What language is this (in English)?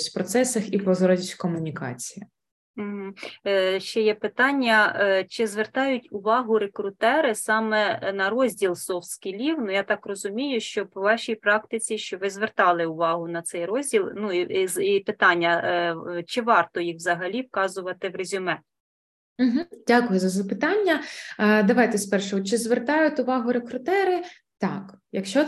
Ukrainian